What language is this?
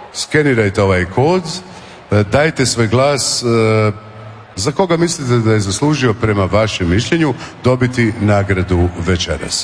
Croatian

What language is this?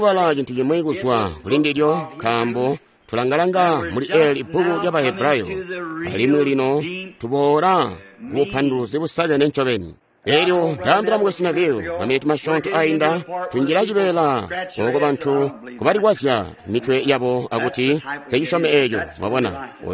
Tonga (Zambia)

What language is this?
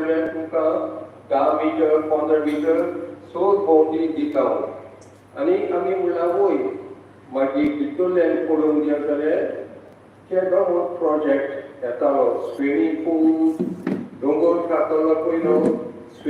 Konkani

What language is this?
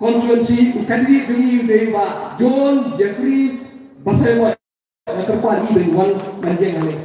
Khasi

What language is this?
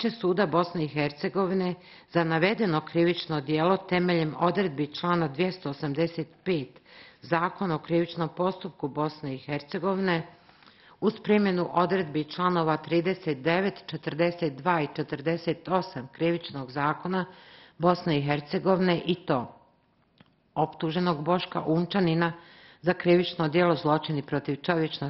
Bosnian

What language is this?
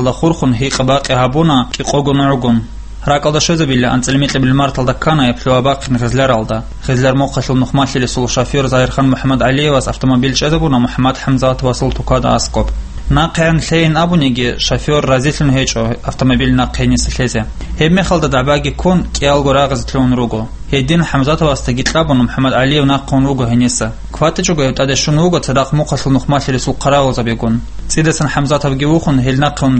Avaric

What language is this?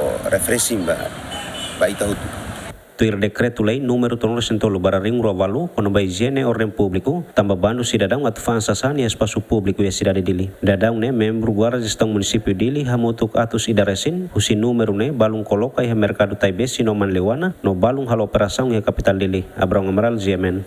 Tetum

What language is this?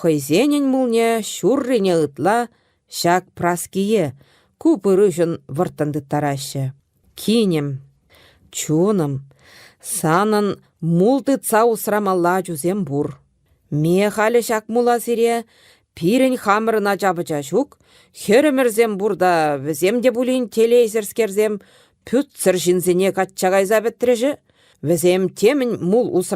Chuvash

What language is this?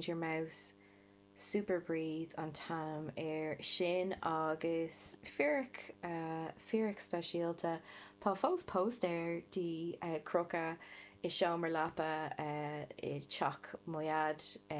Irish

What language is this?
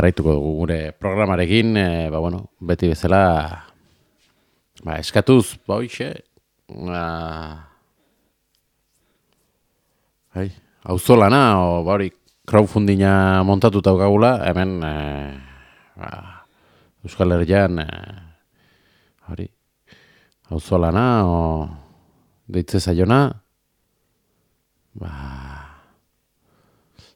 Basque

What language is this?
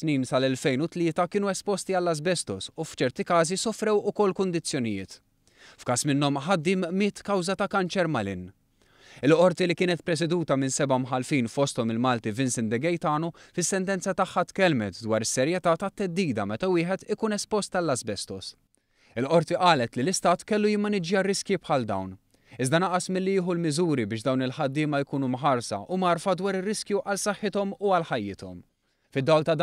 Maltese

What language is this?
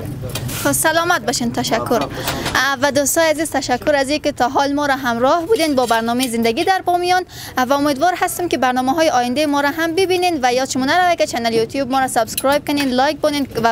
Persian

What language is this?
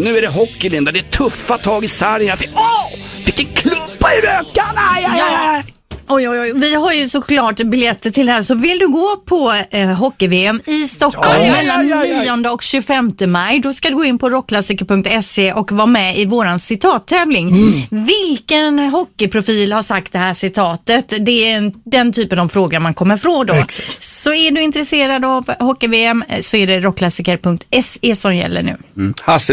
Swedish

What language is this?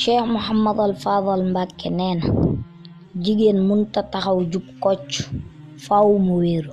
Wolof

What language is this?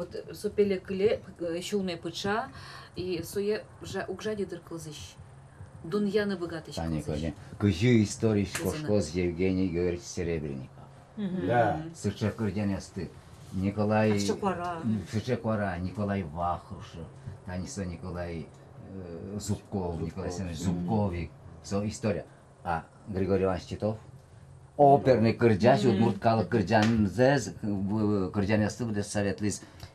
Udmurt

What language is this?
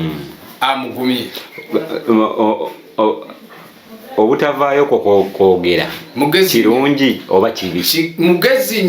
Ganda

